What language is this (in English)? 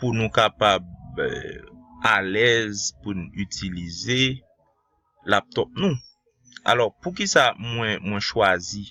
Haitian Creole